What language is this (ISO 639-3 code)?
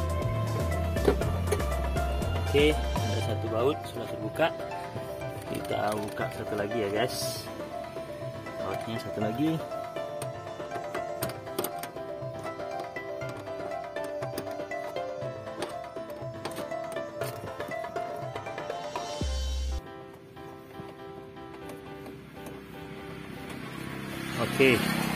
ind